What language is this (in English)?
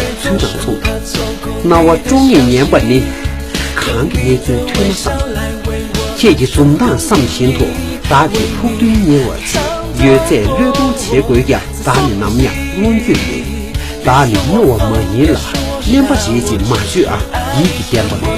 Tibetan